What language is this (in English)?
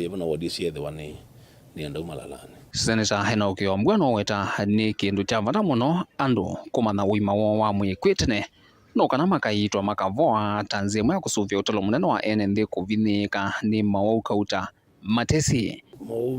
Kamba